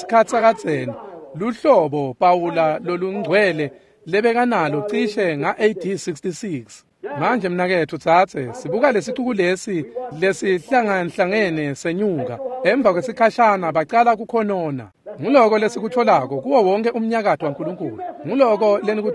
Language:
Swati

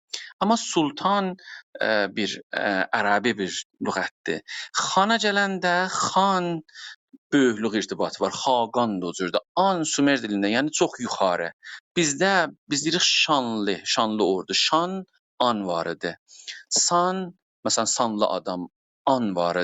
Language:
South Azerbaijani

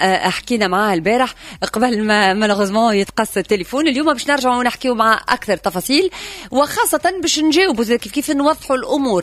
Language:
Tunisian Arabic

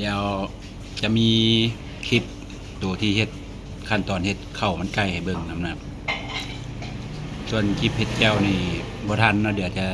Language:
Lao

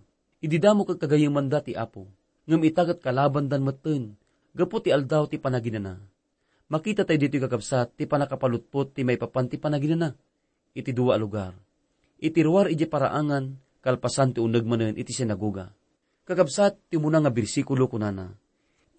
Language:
Iloko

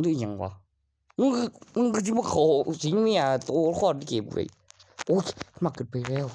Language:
Northeastern Thai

